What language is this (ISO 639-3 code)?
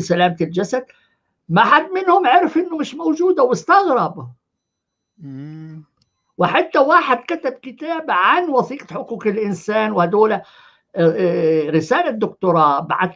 apc